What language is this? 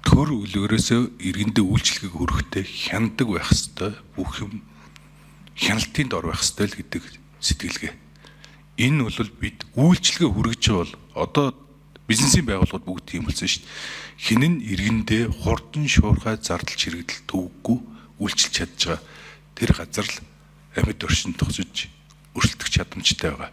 Mongolian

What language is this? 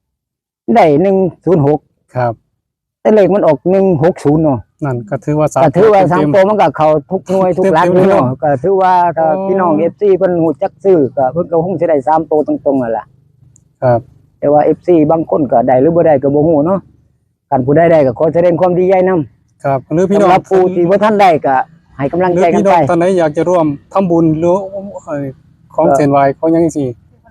Northeastern Thai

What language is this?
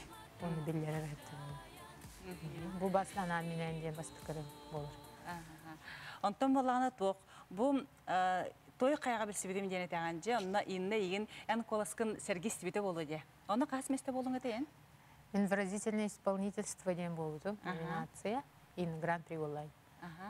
Yakut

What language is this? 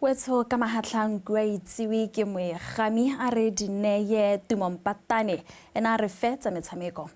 Tswana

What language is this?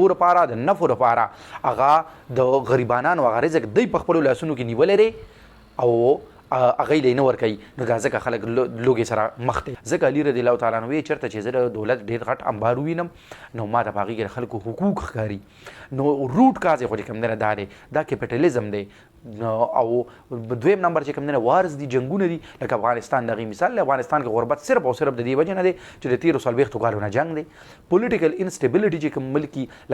Pashto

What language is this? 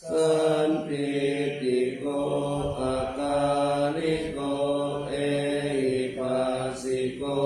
Pali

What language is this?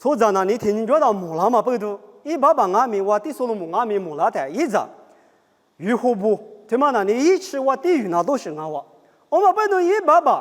Lisu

